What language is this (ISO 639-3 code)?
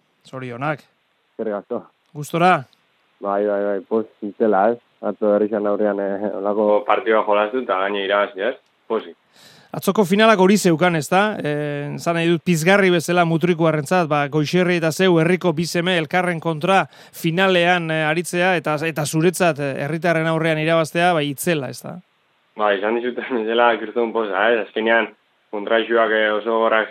eus